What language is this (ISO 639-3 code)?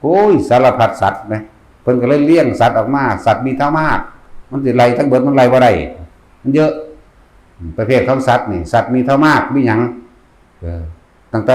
tts